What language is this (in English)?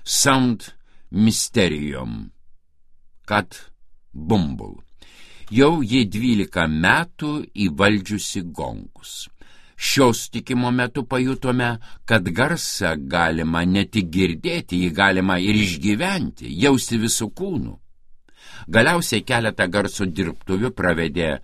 Lithuanian